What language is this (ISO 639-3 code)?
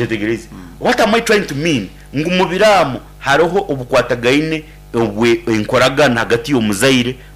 nyn